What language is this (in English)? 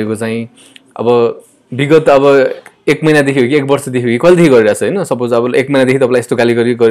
Nepali